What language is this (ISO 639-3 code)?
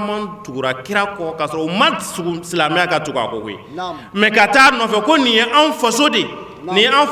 bam